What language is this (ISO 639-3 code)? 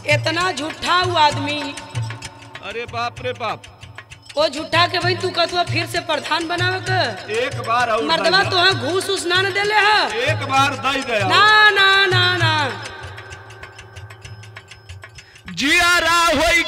bho